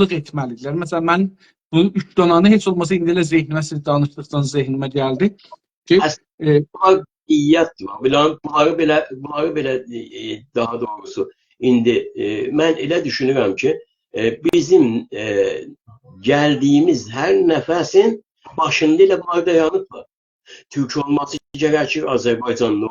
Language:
South Azerbaijani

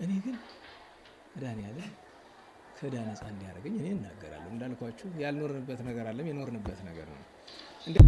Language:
Amharic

